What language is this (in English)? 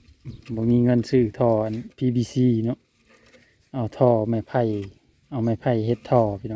Northeastern Thai